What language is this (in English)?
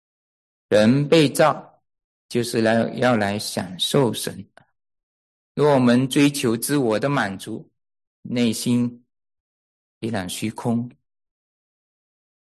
Chinese